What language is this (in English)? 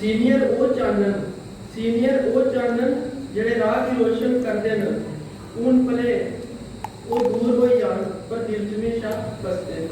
Dogri